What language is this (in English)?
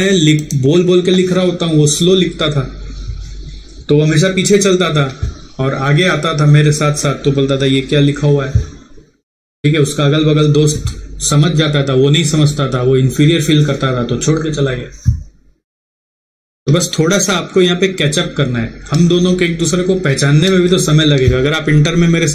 Hindi